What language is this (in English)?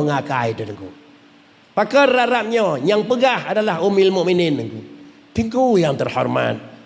Achinese